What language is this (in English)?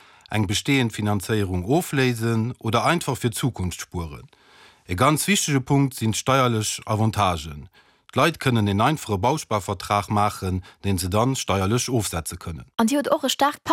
Luxembourgish